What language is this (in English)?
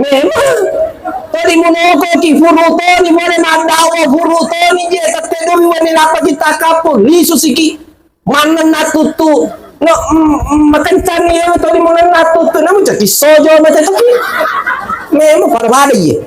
Buginese